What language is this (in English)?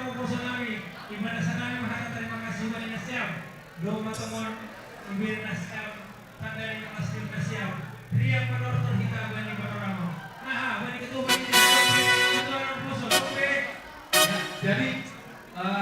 Batak Simalungun